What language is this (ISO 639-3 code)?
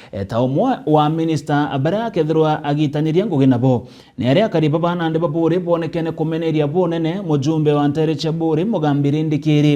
mer